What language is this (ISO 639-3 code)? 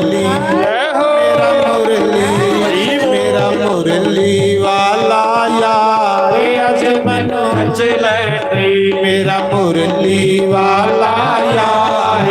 doi